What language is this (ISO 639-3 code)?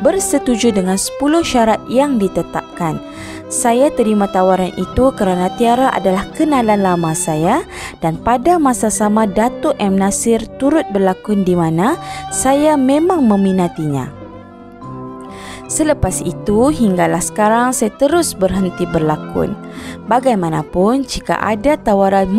msa